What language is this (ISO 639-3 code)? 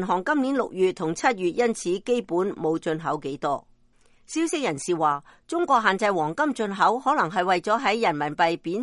yue